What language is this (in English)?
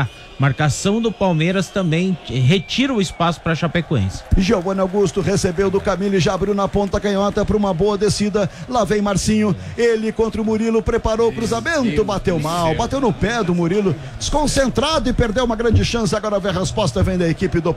Portuguese